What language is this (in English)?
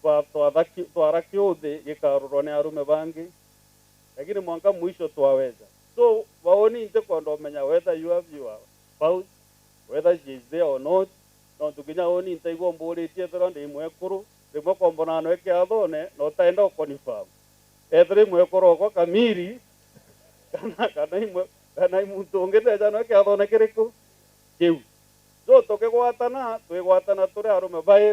Meru